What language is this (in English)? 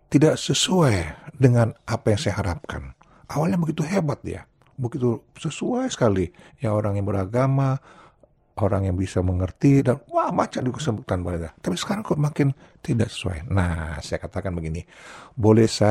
Indonesian